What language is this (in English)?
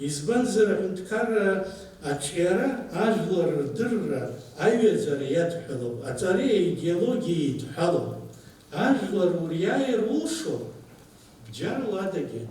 Abkhazian